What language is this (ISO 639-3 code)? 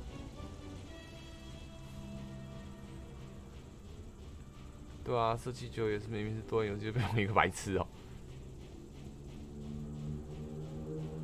zho